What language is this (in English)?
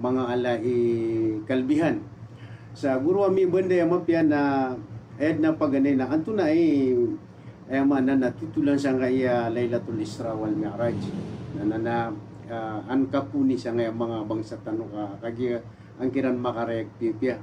Maranao